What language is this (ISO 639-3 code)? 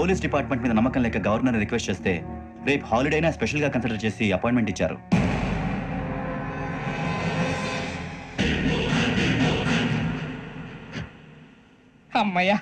tel